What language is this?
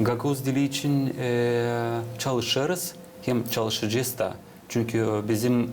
Gagauz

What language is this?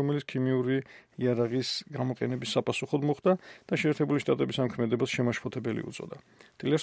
Georgian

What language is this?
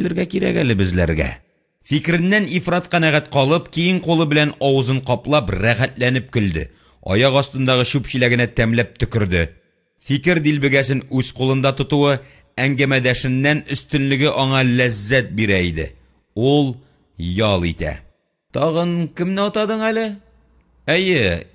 Tatar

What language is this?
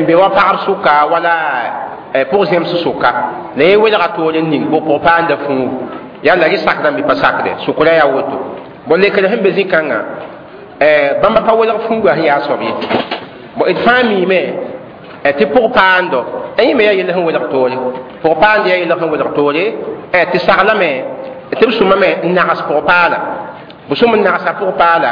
Mossi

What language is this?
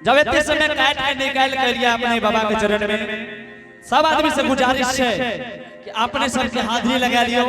Angika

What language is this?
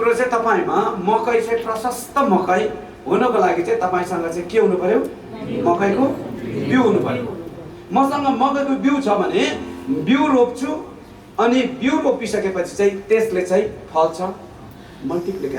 Nepali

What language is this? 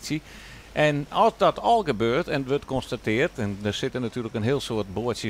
Western Frisian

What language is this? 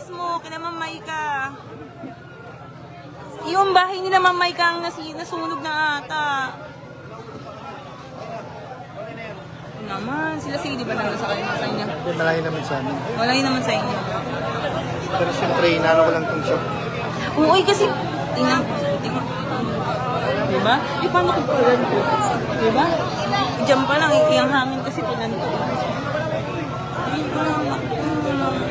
Filipino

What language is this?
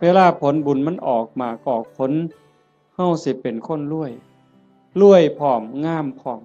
Northeastern Thai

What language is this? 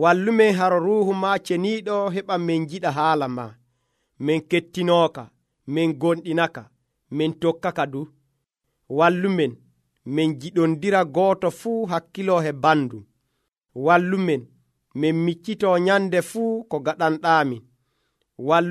Nigerian Fulfulde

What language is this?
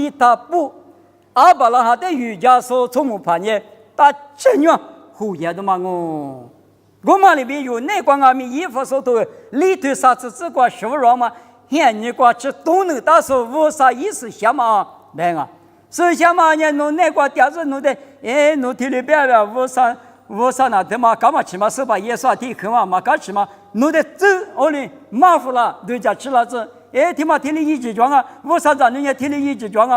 Lisu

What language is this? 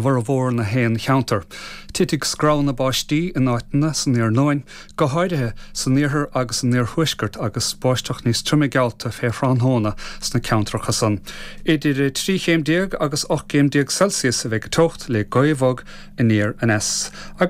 Irish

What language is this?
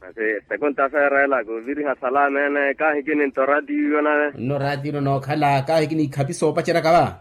Makhuwa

